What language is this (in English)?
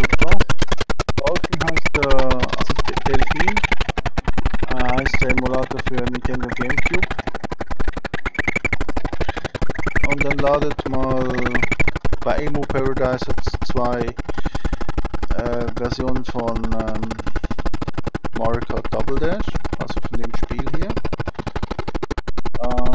German